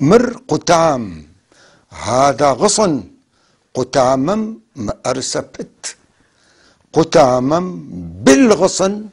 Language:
North Levantine Arabic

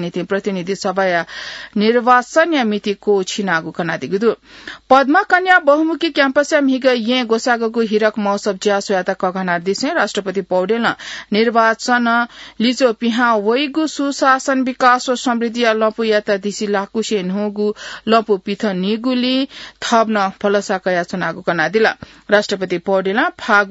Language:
Newari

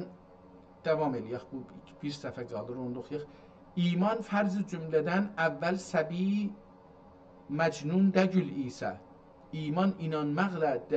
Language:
South Azerbaijani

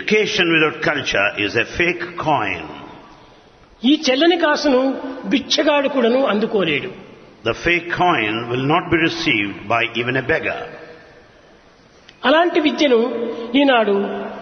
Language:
Telugu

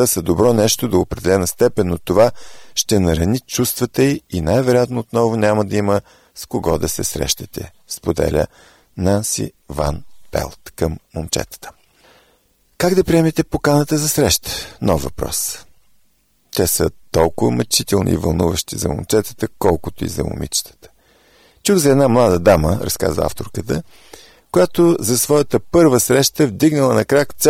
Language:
Bulgarian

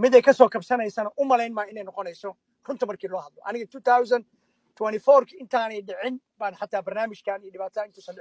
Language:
Somali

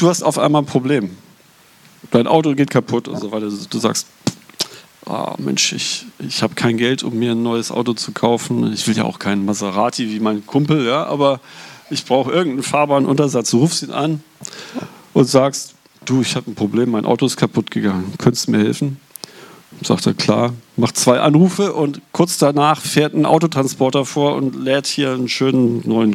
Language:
German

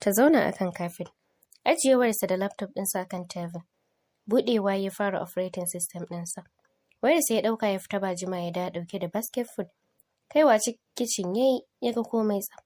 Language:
Hausa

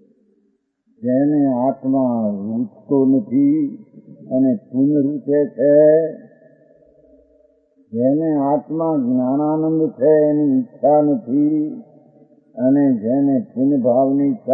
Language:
Gujarati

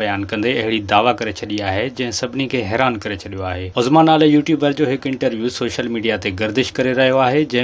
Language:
Sindhi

